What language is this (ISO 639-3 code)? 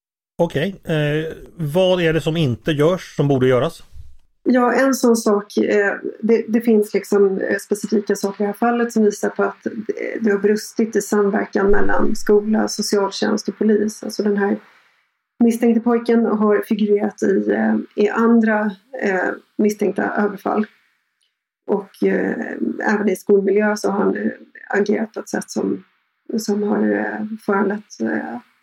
swe